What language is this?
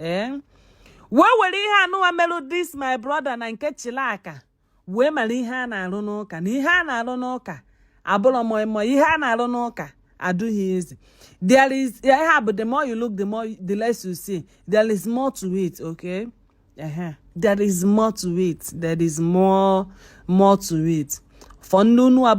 Igbo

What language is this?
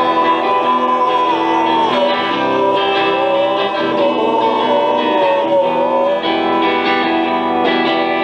Russian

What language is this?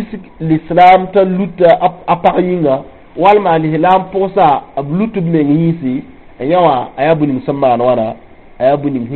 Mossi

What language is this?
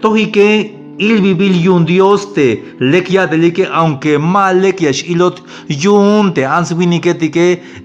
Tzeltal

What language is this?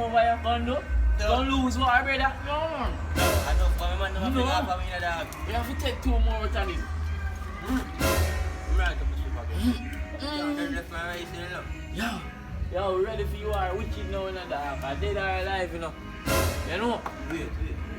Jamaican Creole English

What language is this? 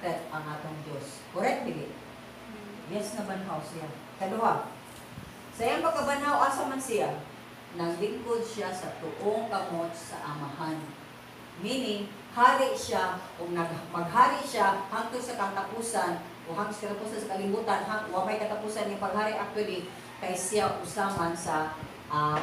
Cebuano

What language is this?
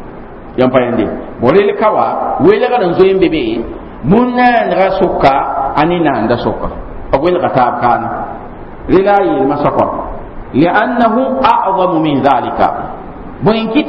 Mossi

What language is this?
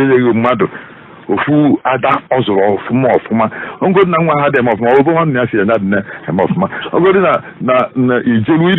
Igbo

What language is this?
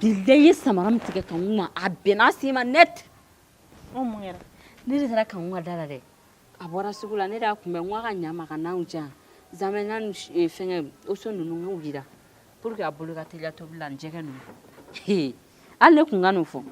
Bambara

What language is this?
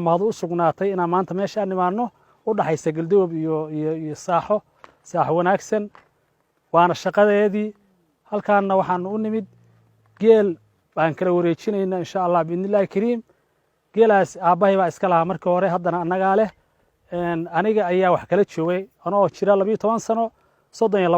Somali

